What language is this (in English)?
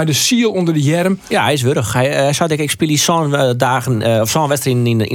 Western Frisian